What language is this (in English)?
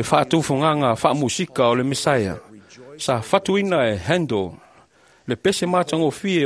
Samoan